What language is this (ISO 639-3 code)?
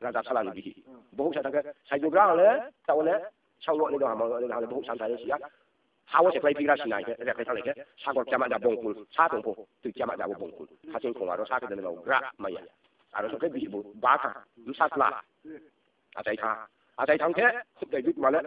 ria